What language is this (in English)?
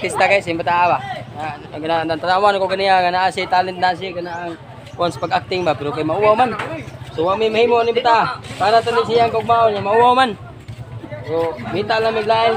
Cebuano